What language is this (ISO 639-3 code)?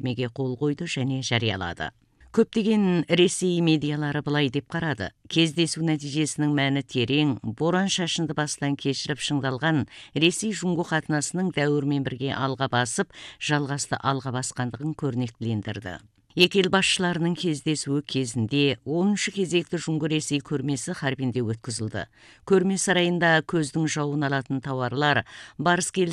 kaz